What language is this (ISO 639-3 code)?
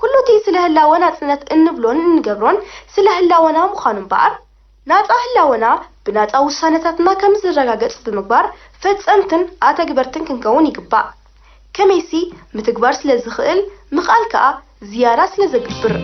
tir